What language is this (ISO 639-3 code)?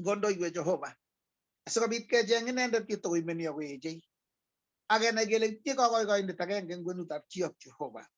kln